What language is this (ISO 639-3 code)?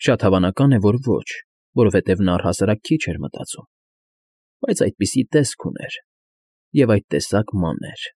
hye